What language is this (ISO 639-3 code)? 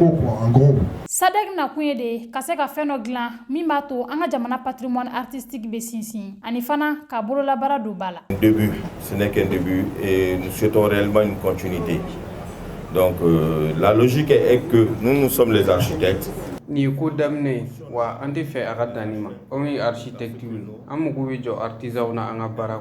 bam